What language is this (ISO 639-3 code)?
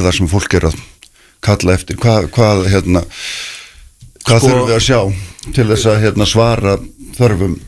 isl